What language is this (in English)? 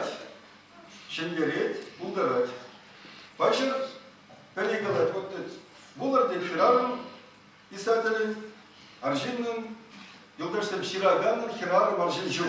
Chuvash